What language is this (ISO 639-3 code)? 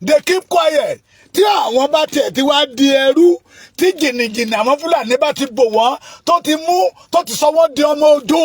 yor